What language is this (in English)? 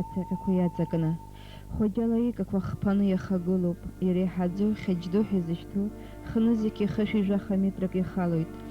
Abkhazian